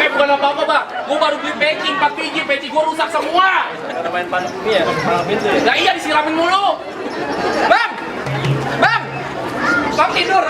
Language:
Betawi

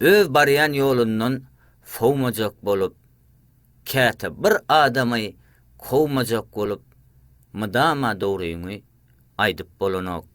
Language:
Turkmen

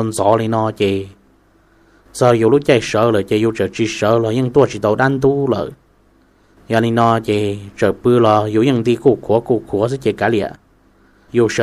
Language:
Hmong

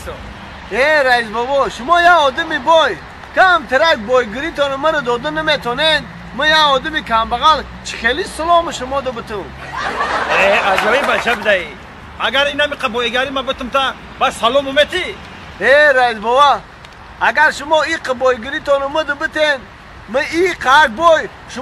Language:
Tajik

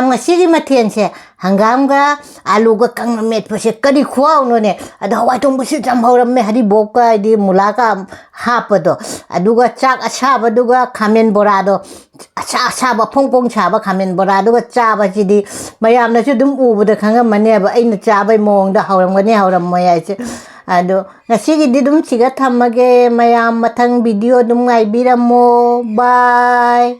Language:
Manipuri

